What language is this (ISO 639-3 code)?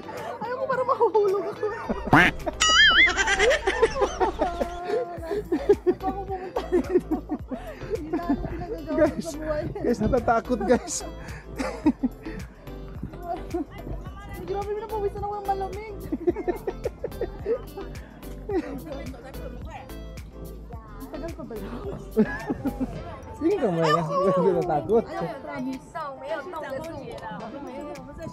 fil